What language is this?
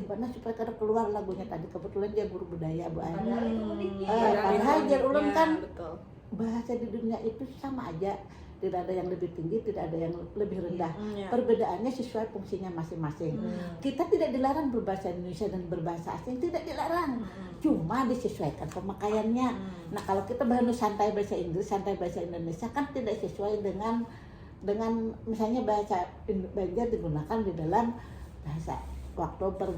Banjar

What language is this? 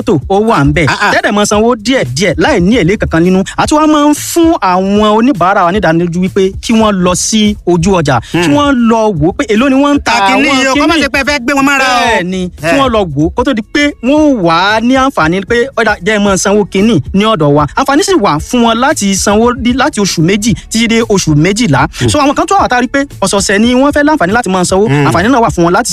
Yoruba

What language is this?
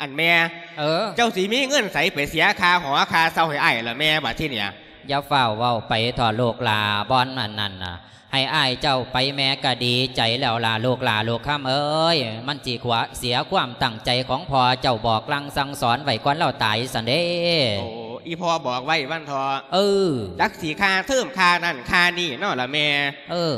Lao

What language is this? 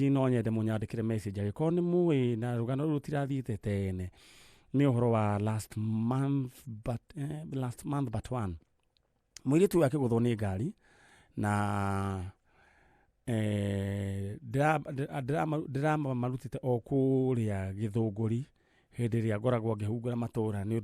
Kikuyu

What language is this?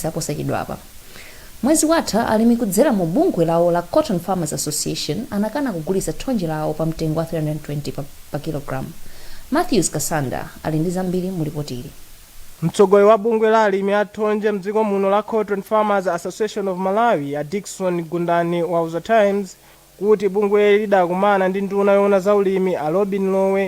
Nyanja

